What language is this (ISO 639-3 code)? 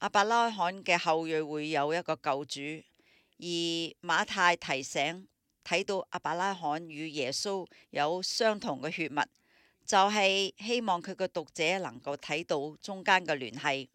yue